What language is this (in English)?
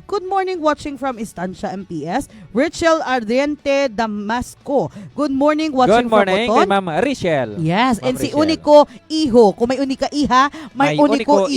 Hiligaynon